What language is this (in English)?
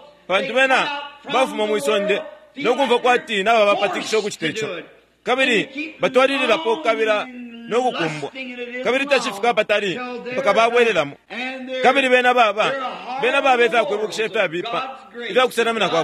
Bemba